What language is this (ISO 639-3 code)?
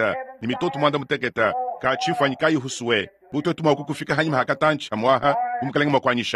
lua